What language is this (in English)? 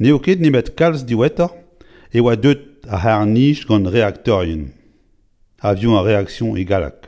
Breton